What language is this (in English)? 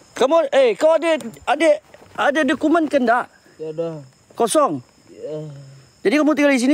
Malay